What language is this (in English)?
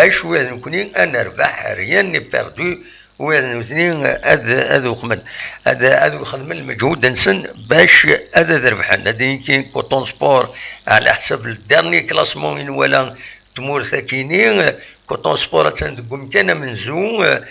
Kabyle